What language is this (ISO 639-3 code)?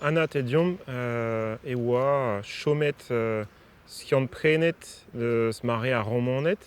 bre